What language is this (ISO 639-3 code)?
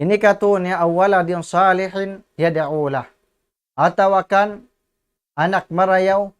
tsg